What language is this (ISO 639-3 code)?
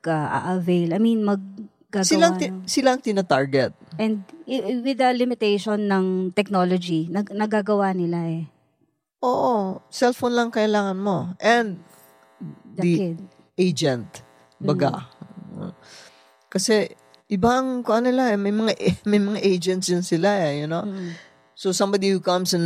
fil